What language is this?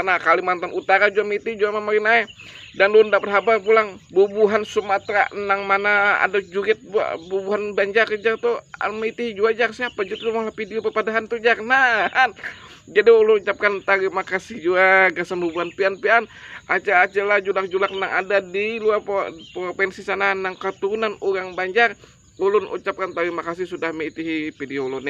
Banjar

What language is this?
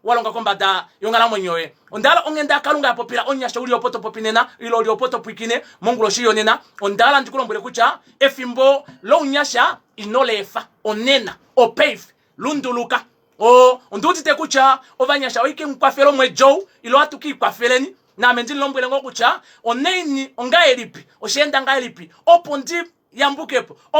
Kuanyama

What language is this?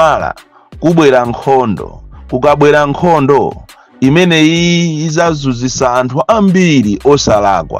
Nyanja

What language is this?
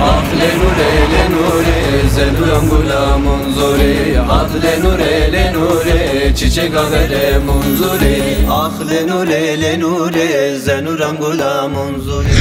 Zaza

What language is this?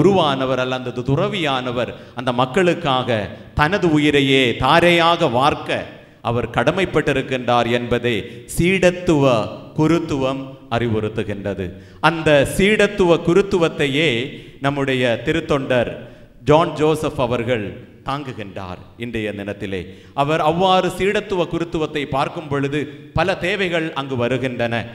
Tamil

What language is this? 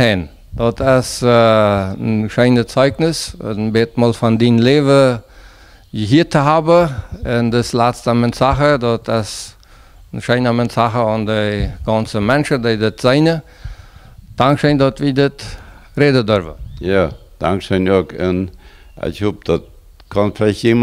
Plautdietsch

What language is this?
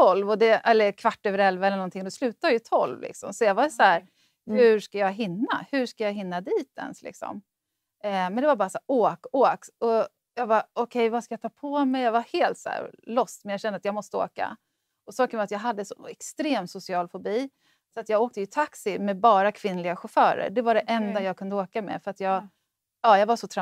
Swedish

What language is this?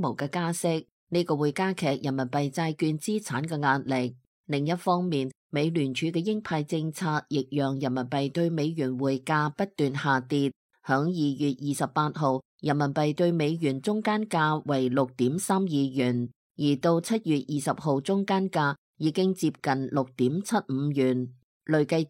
Cantonese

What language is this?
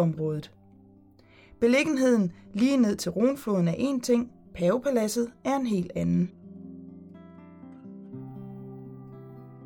Danish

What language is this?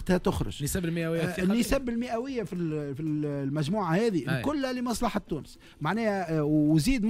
Tunisian Arabic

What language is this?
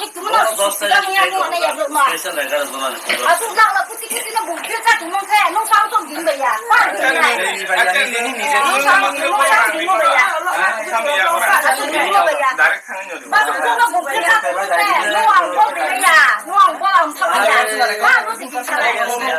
Kok Borok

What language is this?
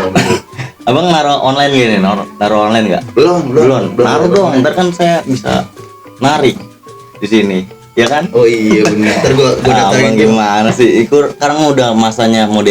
Betawi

